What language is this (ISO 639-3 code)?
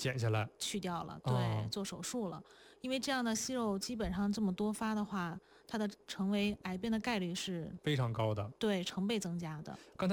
zho